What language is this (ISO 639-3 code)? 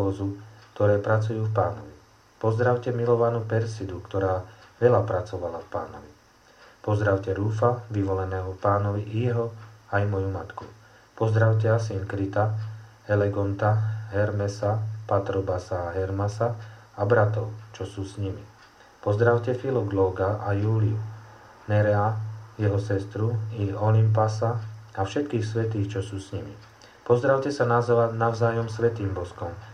slk